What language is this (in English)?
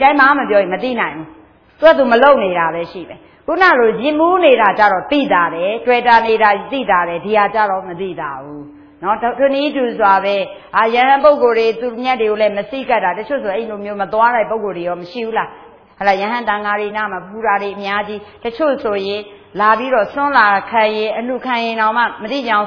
Burmese